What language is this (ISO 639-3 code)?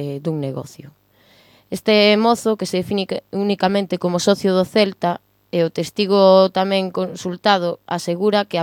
glg